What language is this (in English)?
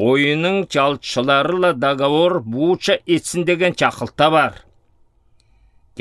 Southern Altai